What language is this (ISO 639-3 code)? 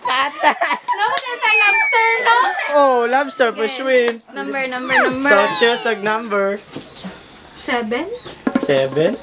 ceb